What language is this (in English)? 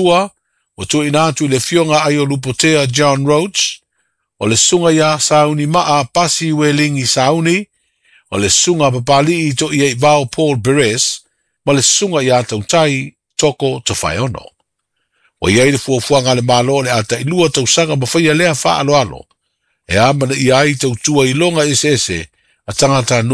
Samoan